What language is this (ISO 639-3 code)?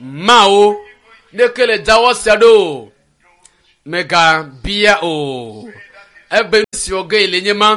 ewe